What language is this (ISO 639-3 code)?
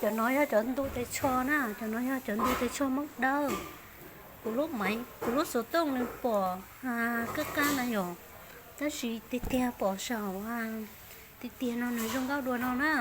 hmn